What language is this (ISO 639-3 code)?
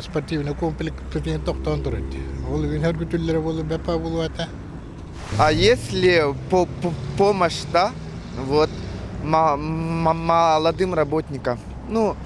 sah